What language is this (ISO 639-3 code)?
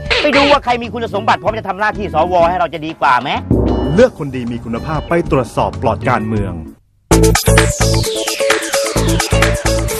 tha